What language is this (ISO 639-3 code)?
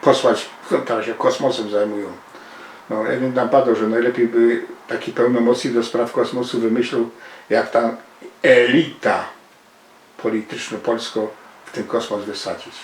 szl